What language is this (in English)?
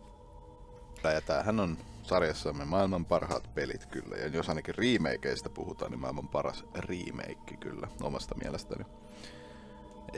Finnish